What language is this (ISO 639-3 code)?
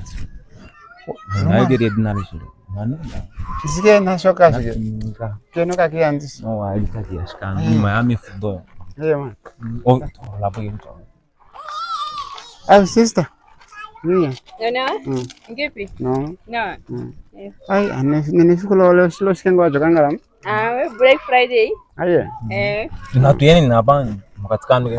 swa